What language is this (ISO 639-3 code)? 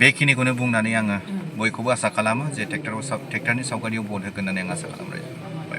brx